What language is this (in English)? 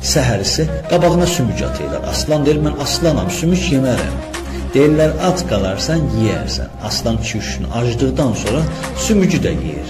South Azerbaijani